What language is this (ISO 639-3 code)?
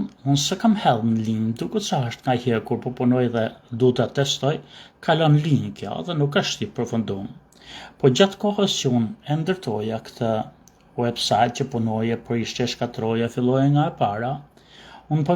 sqi